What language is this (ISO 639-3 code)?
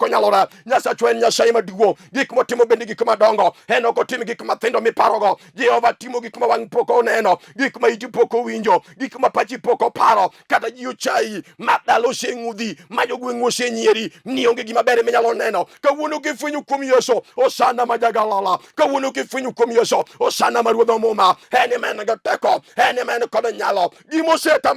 luo